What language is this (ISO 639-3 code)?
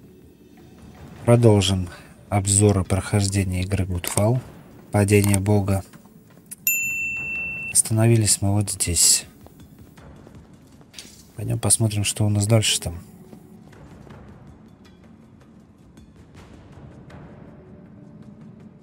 rus